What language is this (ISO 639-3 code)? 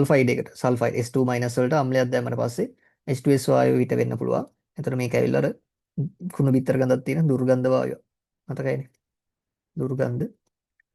sin